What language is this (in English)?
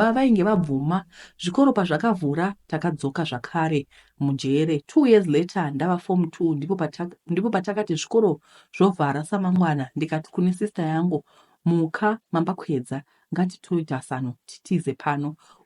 Shona